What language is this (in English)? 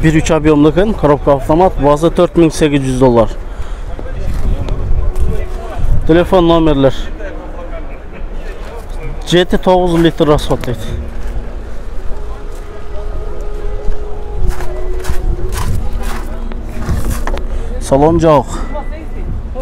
Kyrgyz